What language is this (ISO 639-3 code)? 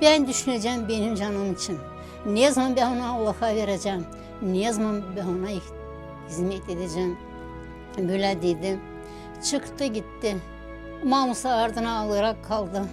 gag